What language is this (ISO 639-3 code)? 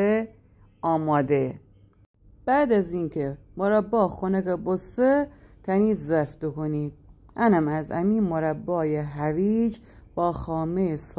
glk